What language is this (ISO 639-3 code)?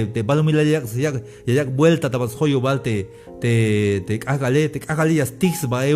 tzh